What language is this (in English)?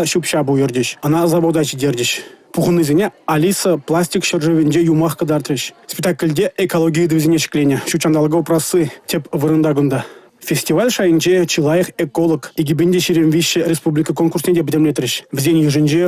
Chuvash